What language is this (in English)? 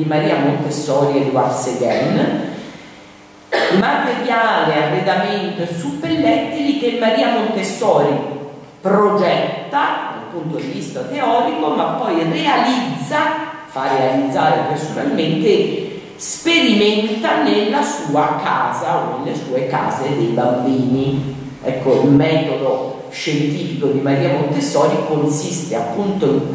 Italian